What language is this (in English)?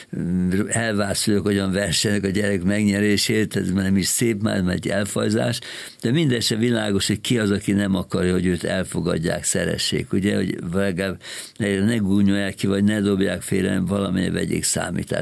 Hungarian